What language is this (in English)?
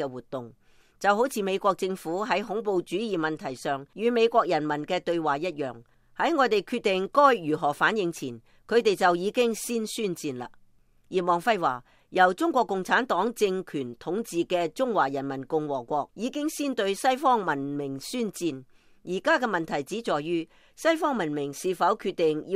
Cantonese